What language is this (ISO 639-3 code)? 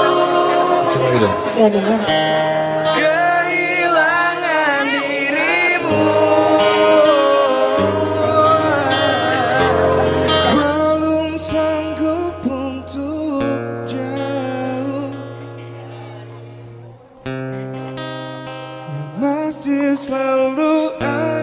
ind